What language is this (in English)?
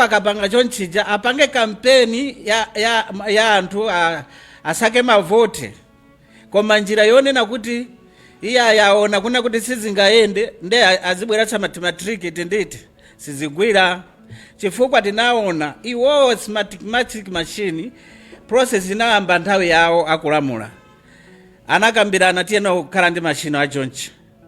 Nyanja